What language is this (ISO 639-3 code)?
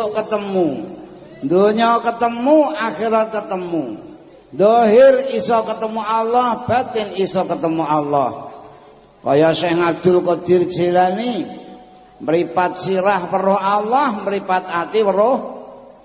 jav